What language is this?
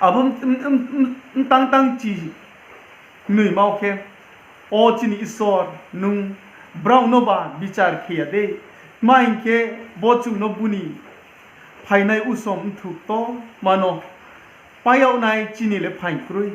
Riang (India)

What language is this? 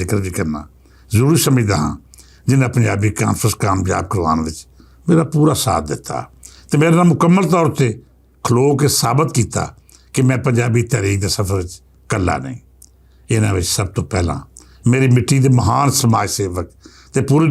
Western Panjabi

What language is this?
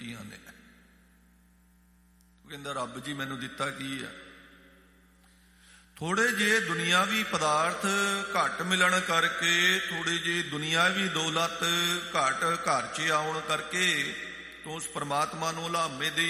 Punjabi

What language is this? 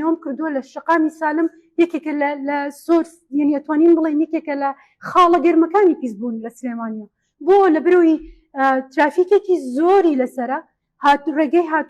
Central Kurdish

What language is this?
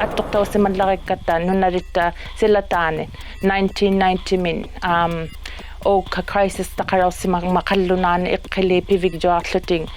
Inuktitut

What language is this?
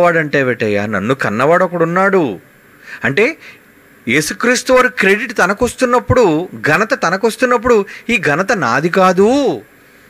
Telugu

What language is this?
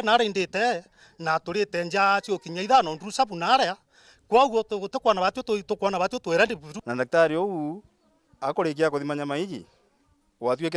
Meru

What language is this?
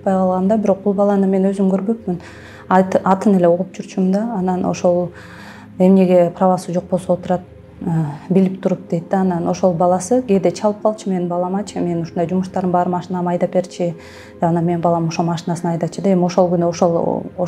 Kyrgyz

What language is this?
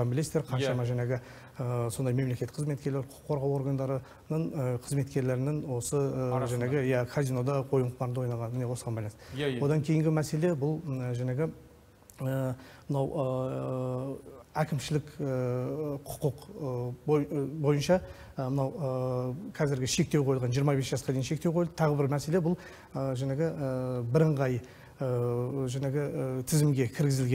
Kazakh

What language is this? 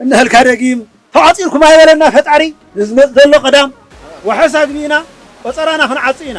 Tigrinya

